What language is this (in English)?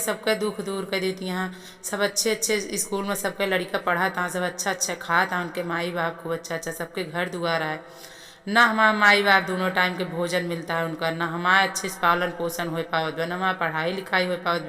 Awadhi